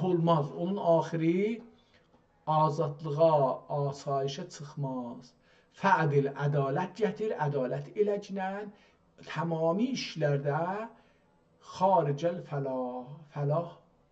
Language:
South Azerbaijani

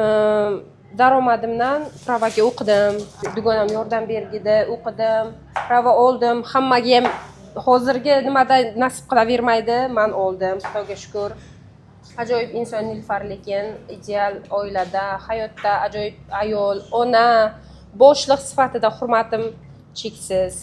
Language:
Uzbek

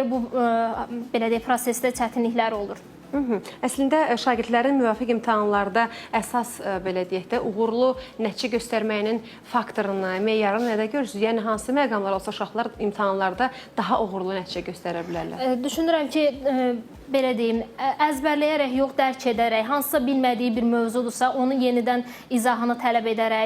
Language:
Azerbaijani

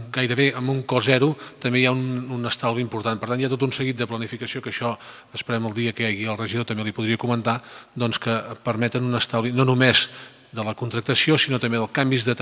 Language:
Catalan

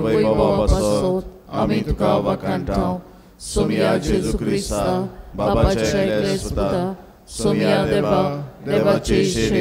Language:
Konkani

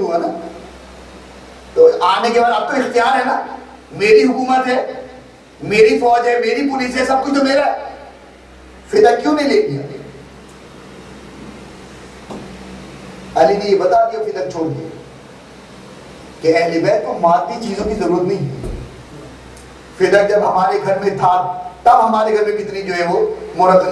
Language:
Urdu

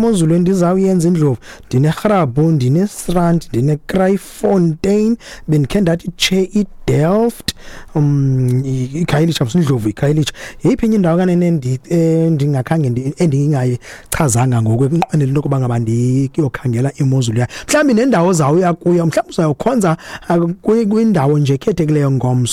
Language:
Xhosa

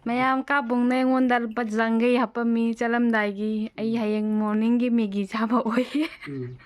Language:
Manipuri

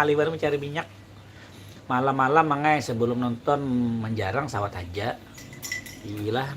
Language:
Banjar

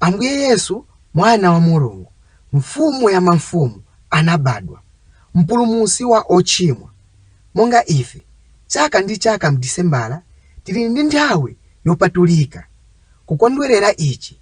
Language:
Nyanja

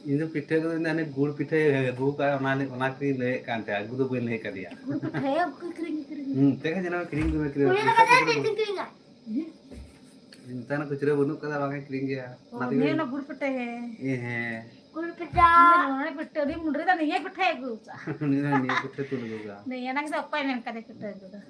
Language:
Santali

